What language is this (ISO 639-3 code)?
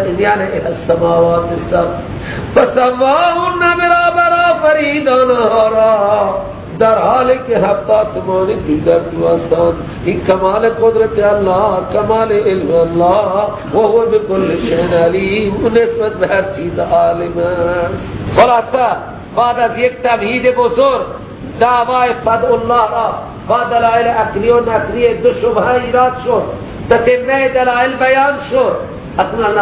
fas